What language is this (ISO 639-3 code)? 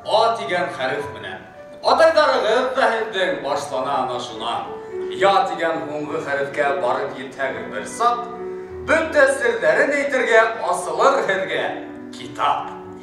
bak